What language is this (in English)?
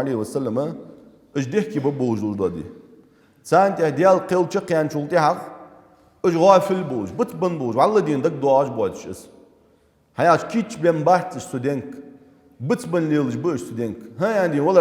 Ingush